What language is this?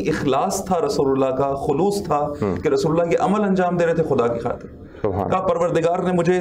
Urdu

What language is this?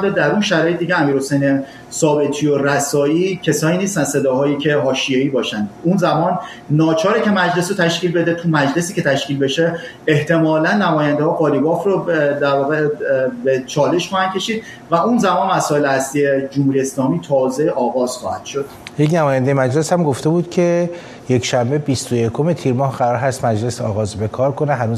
Persian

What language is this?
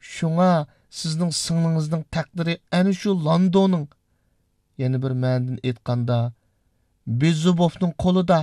Uyghur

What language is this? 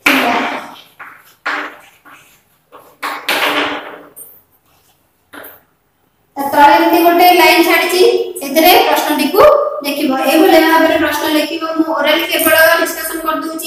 Odia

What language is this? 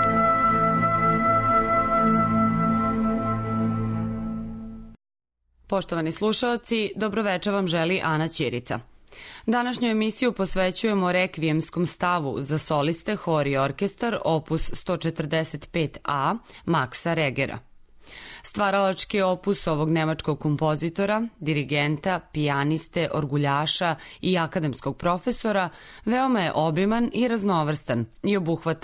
Serbian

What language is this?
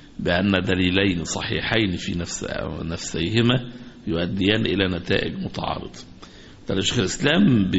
Egyptian Arabic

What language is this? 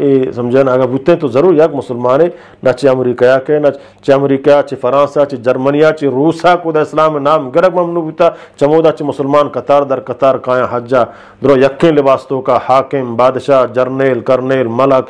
Eastern Balochi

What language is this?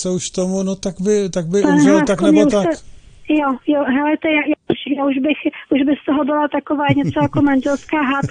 Czech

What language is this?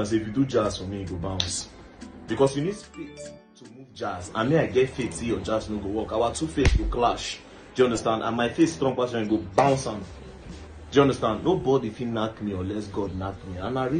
Nigerian Pidgin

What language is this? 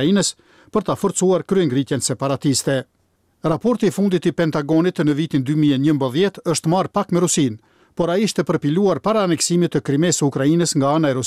Albanian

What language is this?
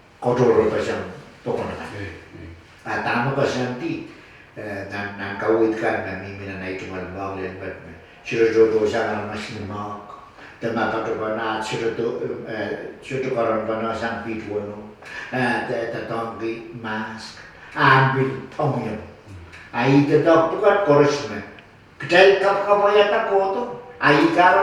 Pohnpeian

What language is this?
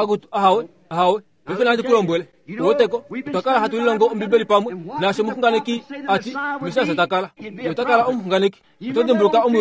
Kuanyama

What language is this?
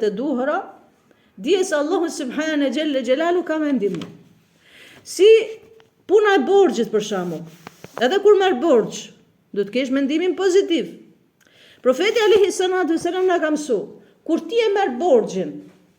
Albanian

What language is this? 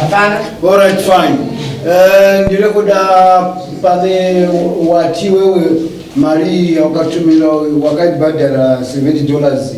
Shona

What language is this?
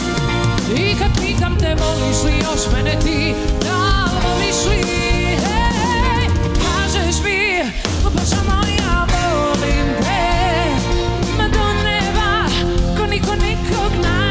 Croatian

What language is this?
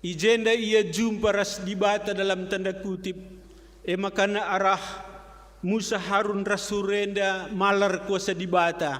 Batak Karo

